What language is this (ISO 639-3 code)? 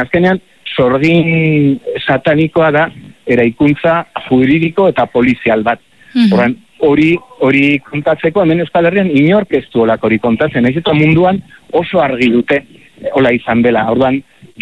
eus